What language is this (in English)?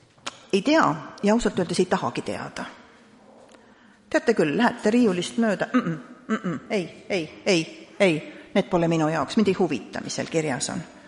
Estonian